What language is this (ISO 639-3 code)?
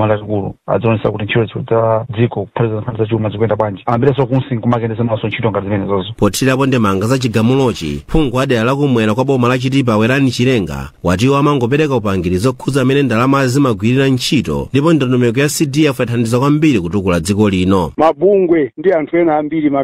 nya